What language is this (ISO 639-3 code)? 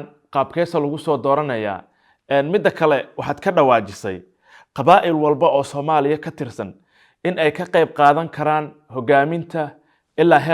som